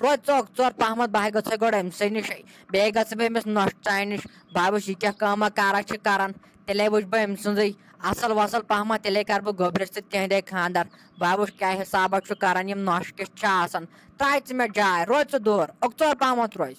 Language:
Kashmiri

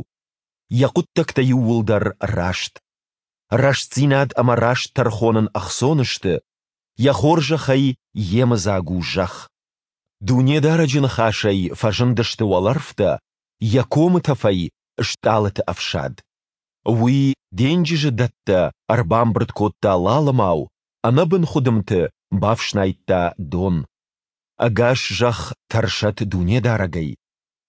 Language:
Ossetic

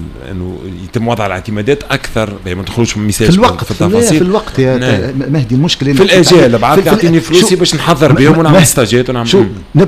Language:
Tunisian Arabic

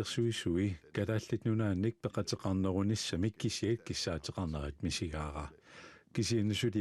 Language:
Kalaallisut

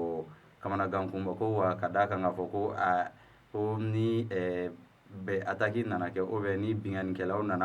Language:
Bambara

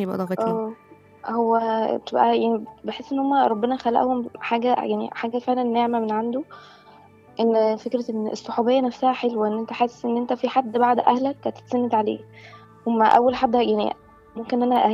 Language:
Egyptian Arabic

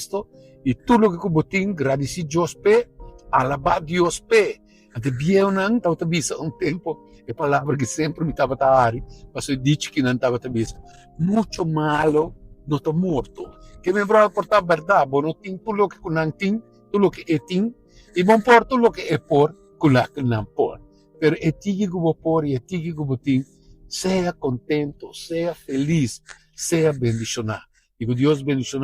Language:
Papiamento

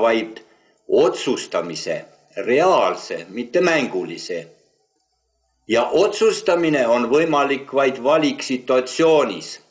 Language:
Estonian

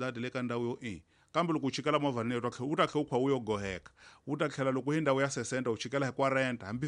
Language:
Tsonga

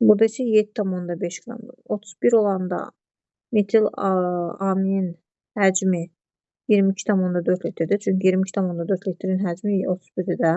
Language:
Azerbaijani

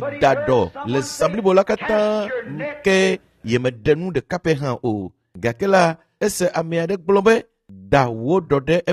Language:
Ewe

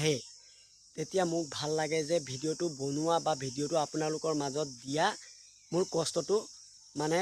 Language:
Assamese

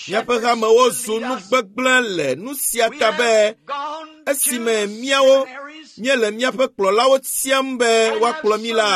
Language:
Ewe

